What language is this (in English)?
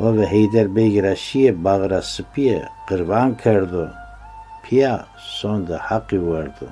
Zaza